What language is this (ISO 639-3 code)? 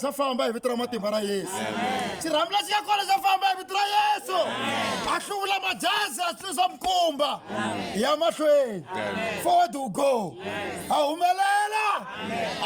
tso